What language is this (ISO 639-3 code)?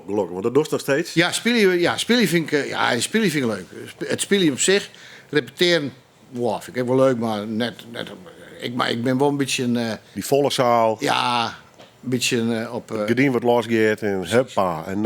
fry